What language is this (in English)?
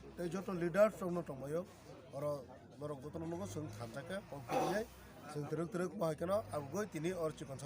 Kok Borok